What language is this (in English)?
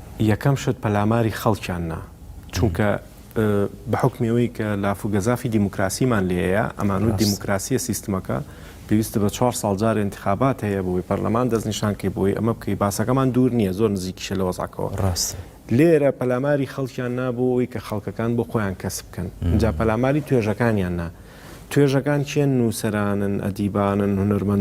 Central Kurdish